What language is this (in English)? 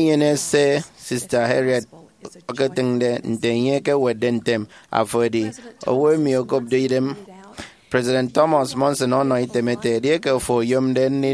Efik